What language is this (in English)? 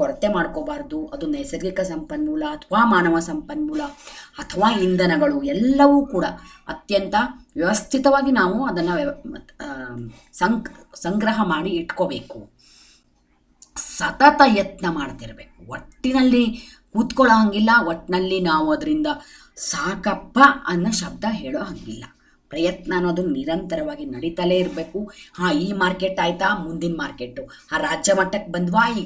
Kannada